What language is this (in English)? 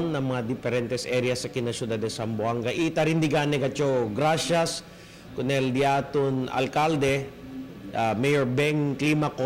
Chavacano